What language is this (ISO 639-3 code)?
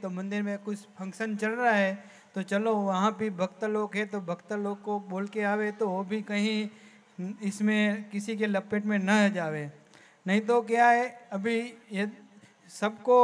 guj